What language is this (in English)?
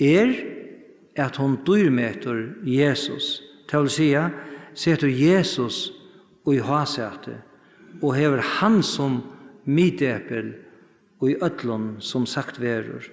Faroese